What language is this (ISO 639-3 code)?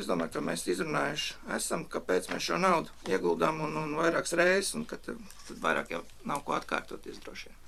lav